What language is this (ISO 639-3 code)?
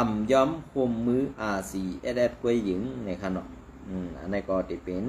shn